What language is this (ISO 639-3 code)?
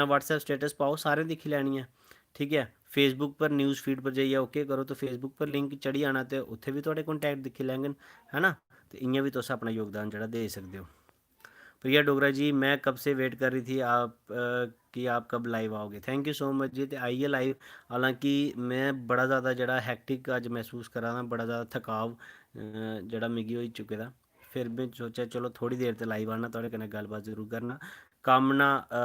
doi